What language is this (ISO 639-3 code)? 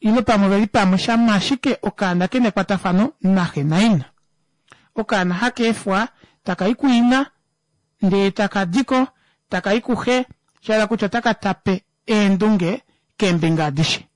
kua